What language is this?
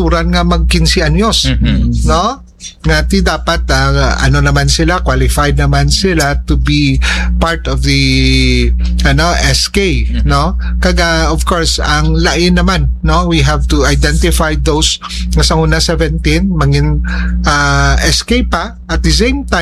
Hiligaynon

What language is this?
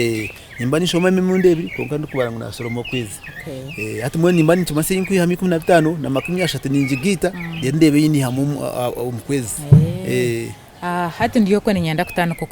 Nyankole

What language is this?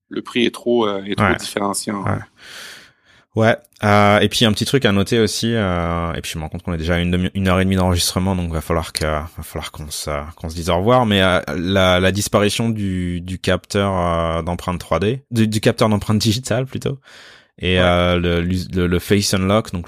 French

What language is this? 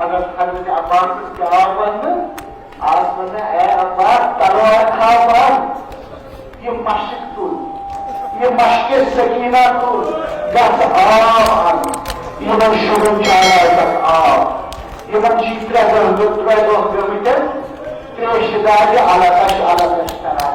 Kashmiri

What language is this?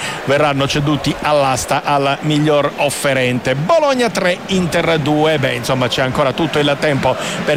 Italian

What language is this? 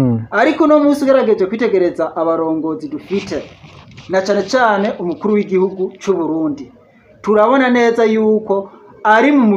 Rundi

